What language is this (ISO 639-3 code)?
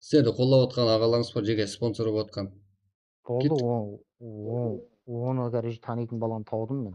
kaa